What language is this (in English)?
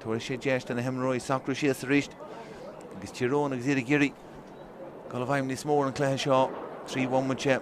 Irish